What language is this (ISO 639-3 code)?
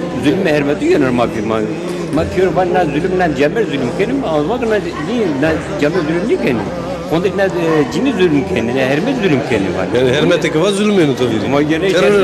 zza